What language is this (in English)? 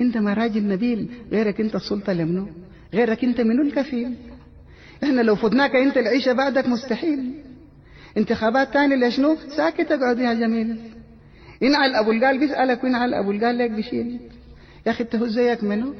Sudanese Arabic